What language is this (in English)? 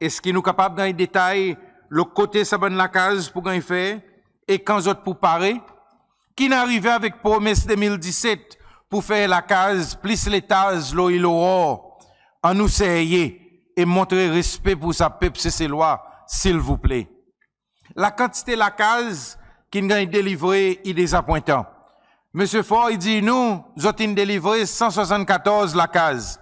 Seselwa Creole French